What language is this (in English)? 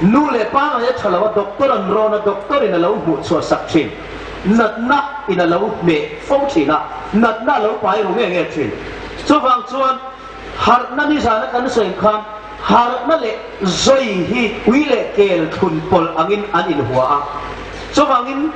Hmar